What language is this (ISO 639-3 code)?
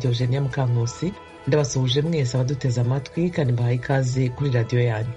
kin